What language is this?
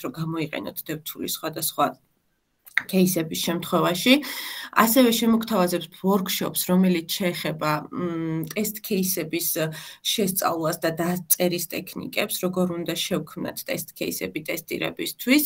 Georgian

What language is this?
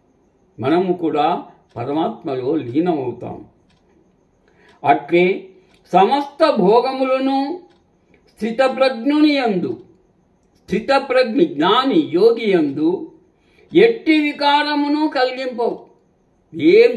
Telugu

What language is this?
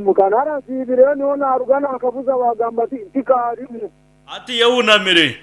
Nyankole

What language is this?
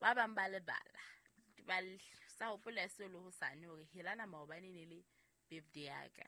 Southern Sotho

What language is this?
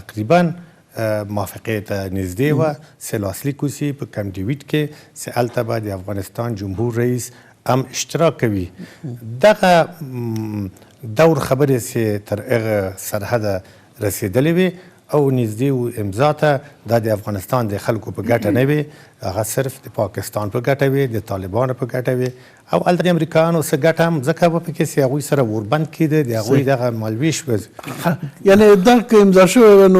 Pashto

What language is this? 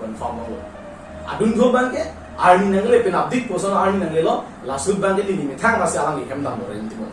Karbi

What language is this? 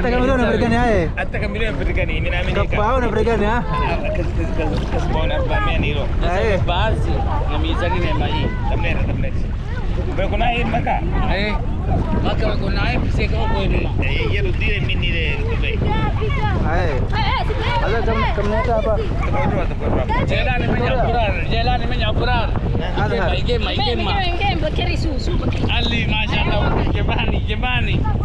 Swahili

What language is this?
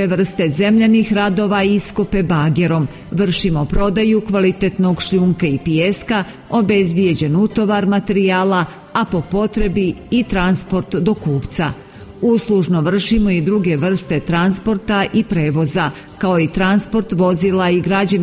Serbian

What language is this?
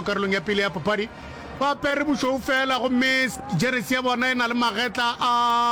Northern Sotho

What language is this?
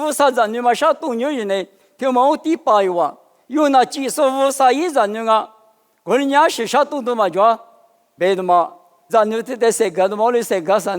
Lisu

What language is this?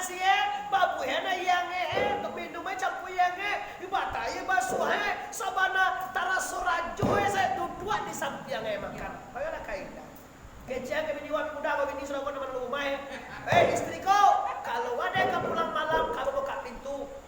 Minangkabau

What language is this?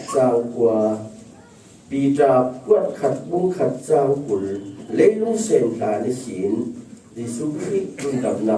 Falam Chin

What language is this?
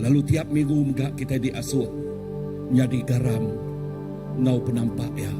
Iban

